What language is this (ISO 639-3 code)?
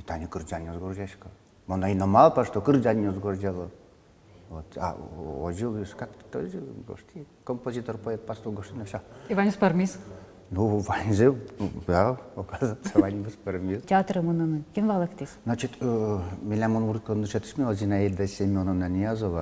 udm